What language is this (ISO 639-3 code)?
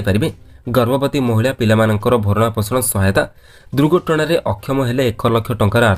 ori